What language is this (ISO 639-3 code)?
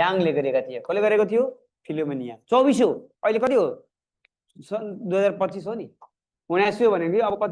nep